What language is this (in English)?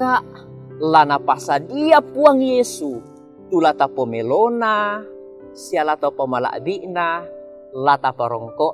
Toraja-Sa'dan